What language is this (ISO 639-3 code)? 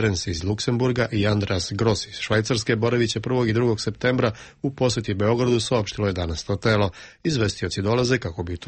srp